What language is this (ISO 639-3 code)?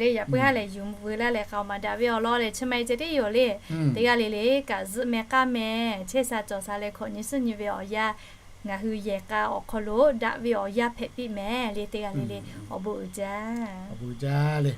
lhu